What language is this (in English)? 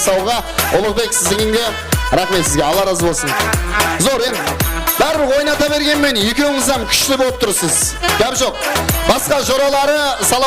Kara-Kalpak